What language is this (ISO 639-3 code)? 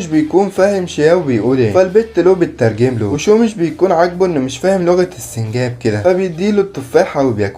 arz